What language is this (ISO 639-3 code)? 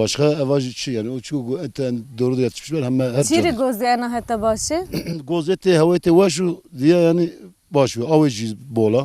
zza